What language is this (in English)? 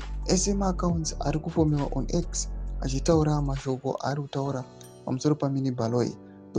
Shona